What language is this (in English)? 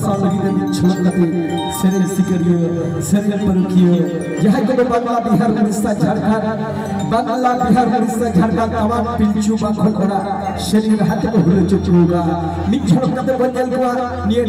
Santali